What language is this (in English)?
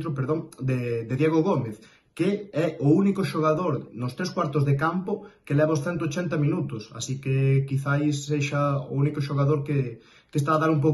Galician